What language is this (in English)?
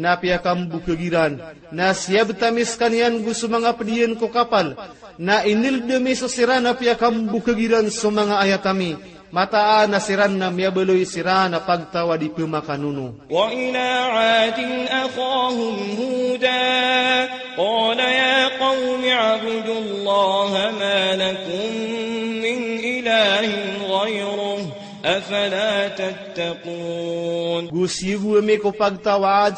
Maranao